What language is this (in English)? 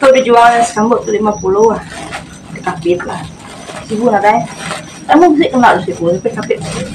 Iban